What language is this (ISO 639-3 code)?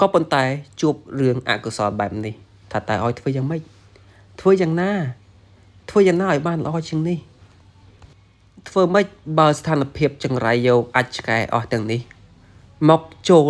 khm